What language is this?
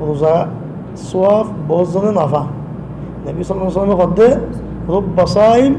Rohingya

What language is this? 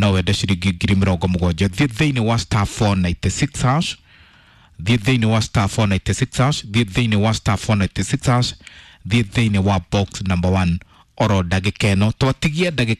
Kikuyu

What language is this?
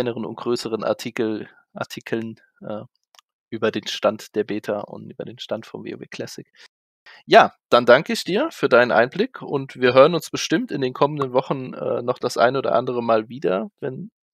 German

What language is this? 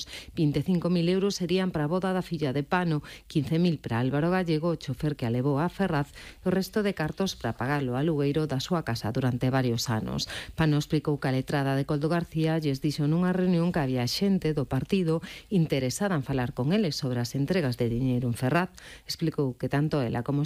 Galician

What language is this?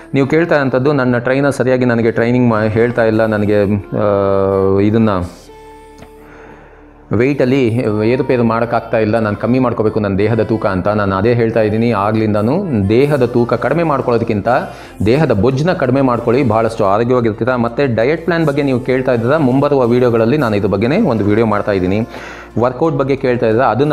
Kannada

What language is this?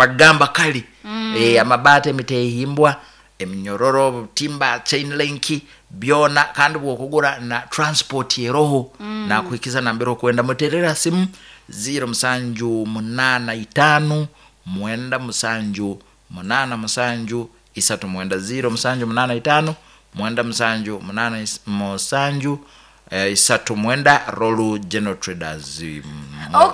Nyoro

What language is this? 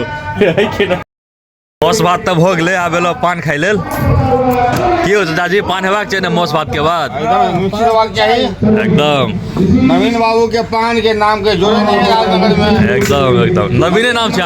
Maithili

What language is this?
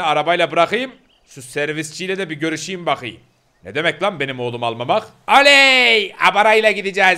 Turkish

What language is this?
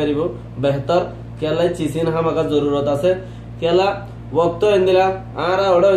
Rohingya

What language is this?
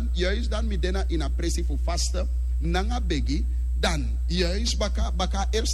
Sranan Tongo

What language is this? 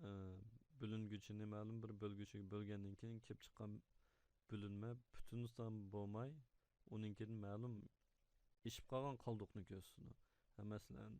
Uyghur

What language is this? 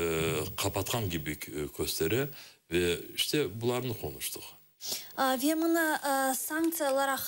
Crimean Tatar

